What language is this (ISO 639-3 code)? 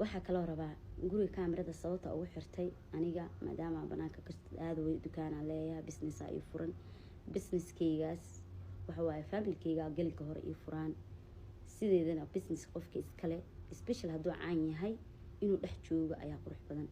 som